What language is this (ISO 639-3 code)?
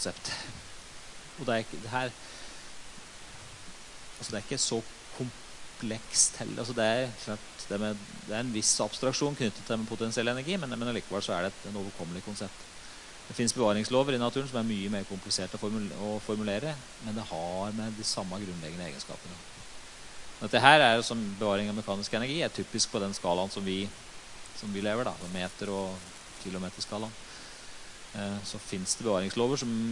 nor